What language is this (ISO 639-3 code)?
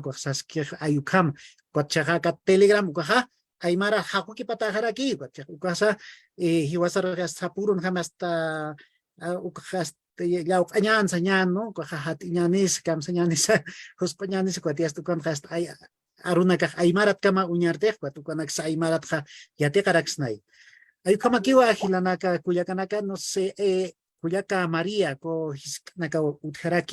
aym